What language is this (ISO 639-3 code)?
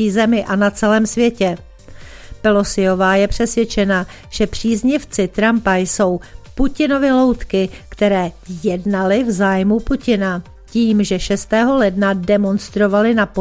ces